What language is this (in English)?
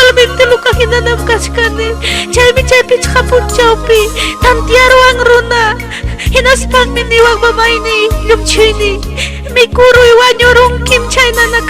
Ayacucho Quechua